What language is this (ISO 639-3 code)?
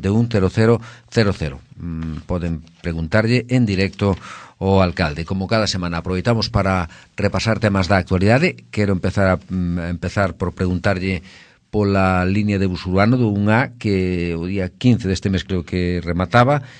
glg